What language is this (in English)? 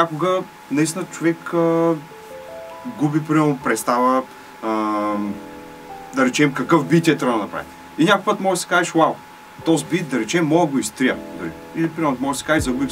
Bulgarian